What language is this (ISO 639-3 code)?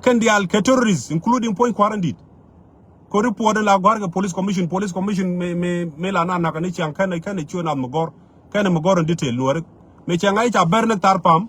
nus